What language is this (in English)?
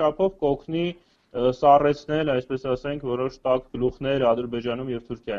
Armenian